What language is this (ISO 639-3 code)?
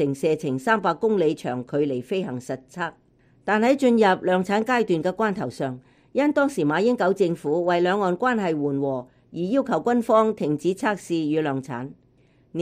yue